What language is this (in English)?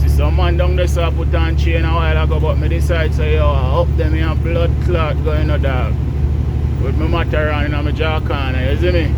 Jamaican Creole English